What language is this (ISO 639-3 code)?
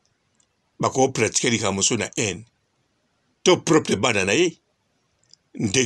lin